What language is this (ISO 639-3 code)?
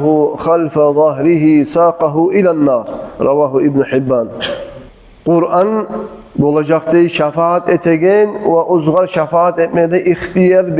kum